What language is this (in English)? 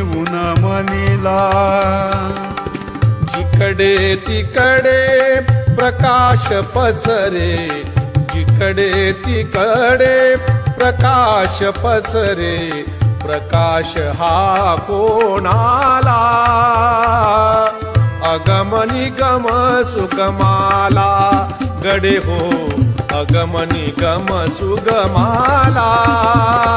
Marathi